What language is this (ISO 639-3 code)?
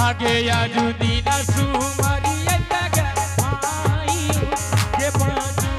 anp